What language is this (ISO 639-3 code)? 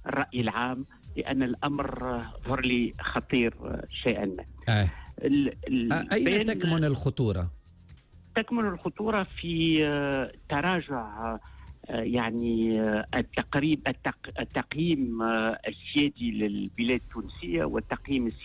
aeb